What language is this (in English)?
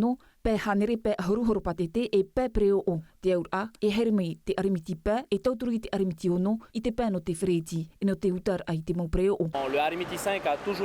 Tahitian